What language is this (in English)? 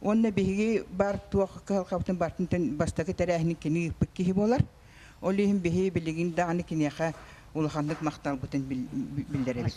Yakut